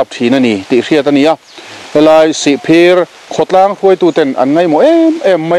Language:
Mizo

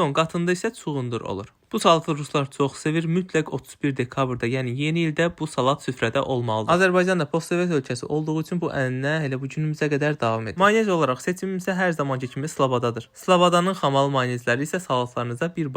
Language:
Azerbaijani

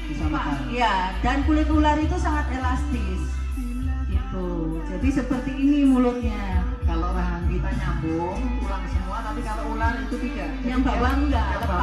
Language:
Indonesian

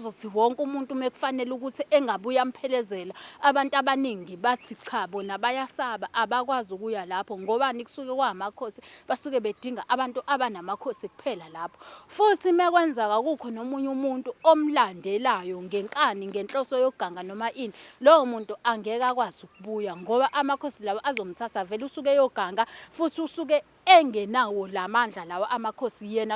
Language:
Zulu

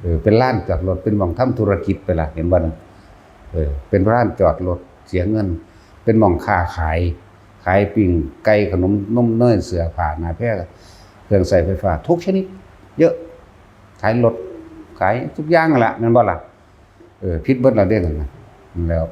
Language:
Northeastern Thai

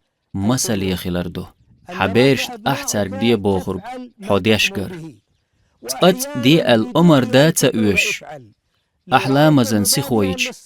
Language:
Chechen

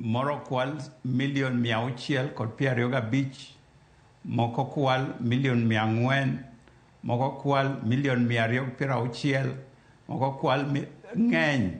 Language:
Luo (Kenya and Tanzania)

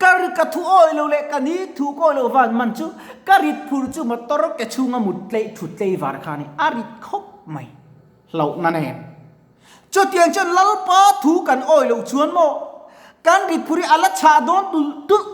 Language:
Mizo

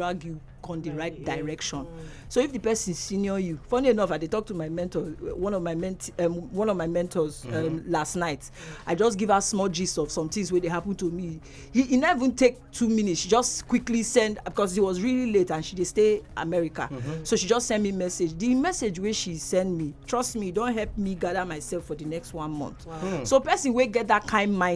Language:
Nigerian Pidgin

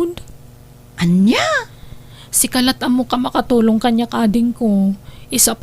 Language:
Iloko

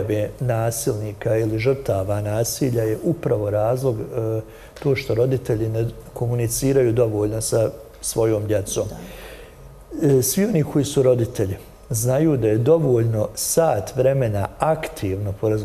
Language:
Bosnian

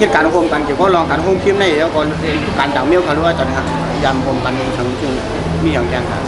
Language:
Shan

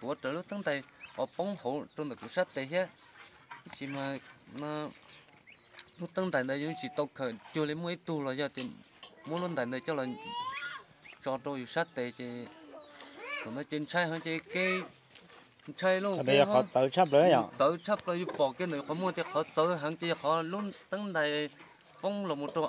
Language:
Vietnamese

